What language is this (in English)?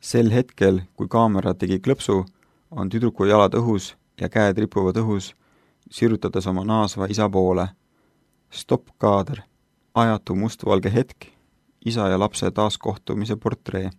Estonian